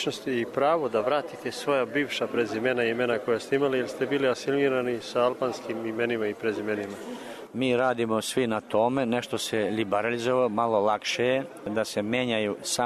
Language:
Serbian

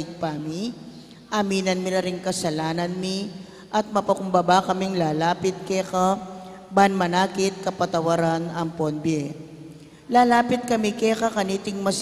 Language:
Pampanga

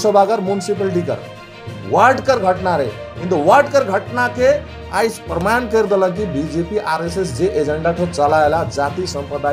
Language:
Sadri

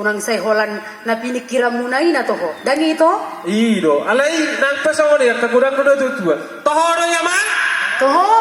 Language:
Batak Toba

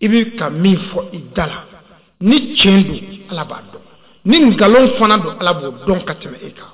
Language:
Bambara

